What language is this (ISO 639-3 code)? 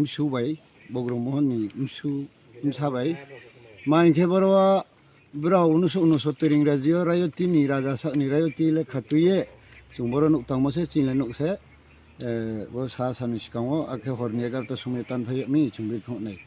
ria